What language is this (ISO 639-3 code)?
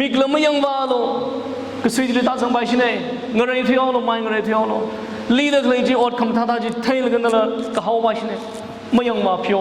nmf